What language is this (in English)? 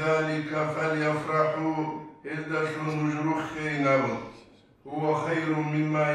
Avaric